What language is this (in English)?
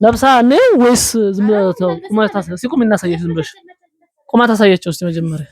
Amharic